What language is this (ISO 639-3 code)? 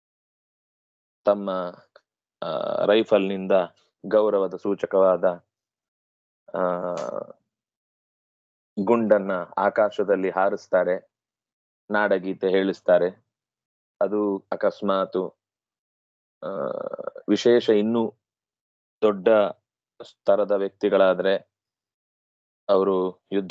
kan